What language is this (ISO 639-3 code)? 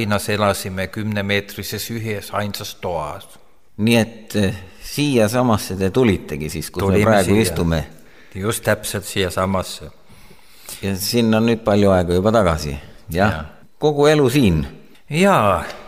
est